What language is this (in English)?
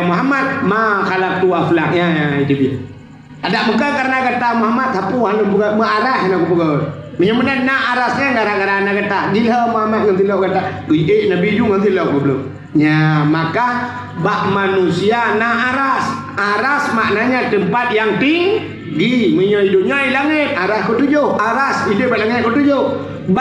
Achinese